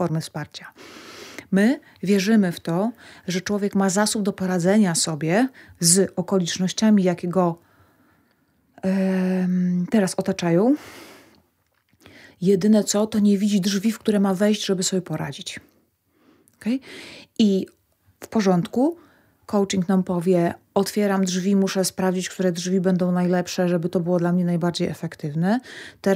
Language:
Polish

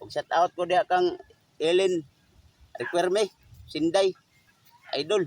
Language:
Cebuano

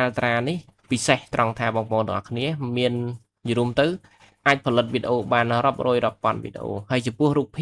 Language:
Khmer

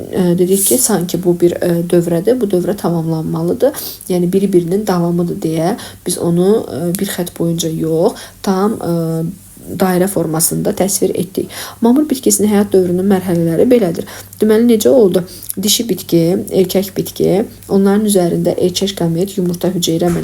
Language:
Azerbaijani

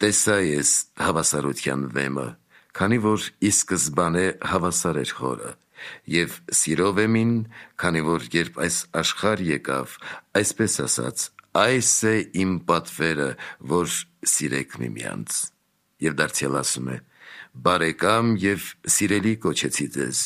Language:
Armenian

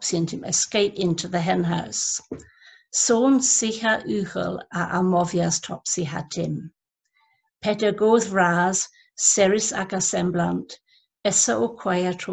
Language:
Cornish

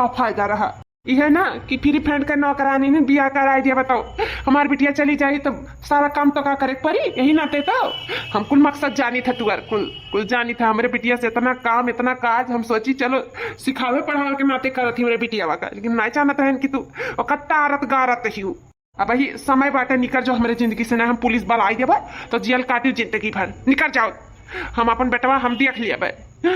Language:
Awadhi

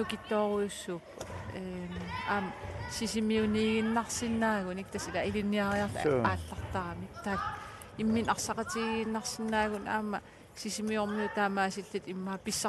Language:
Kalaallisut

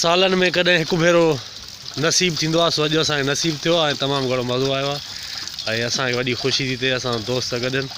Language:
Sindhi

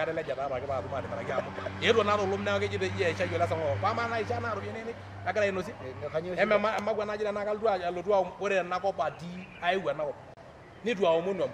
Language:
Masai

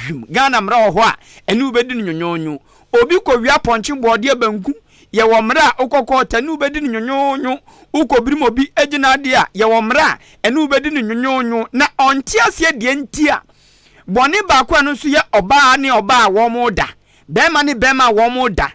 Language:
Akan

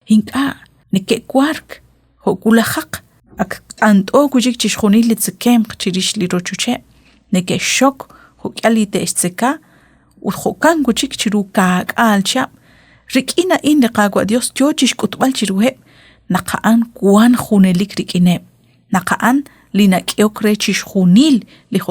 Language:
Kekchí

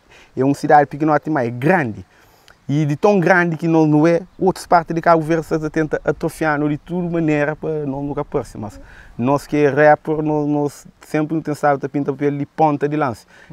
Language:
Kabuverdianu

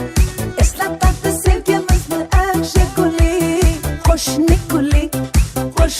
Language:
Kara-Kalpak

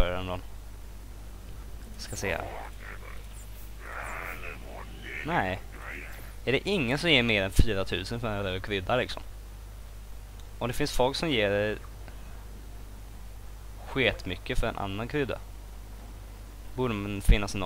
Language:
Swedish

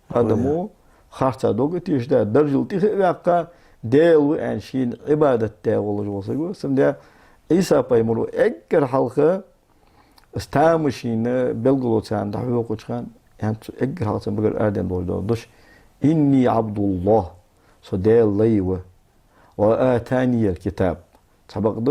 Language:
Ingush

